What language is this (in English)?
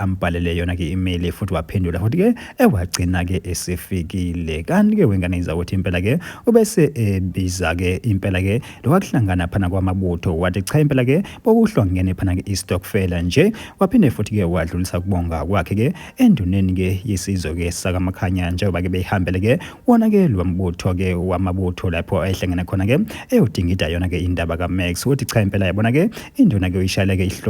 Zulu